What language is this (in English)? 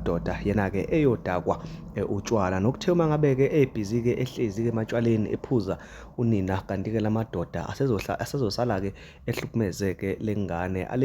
Zulu